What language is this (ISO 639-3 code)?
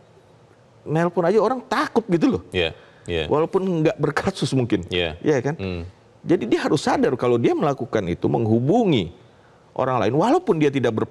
ind